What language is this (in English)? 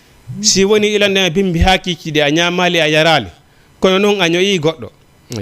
Fula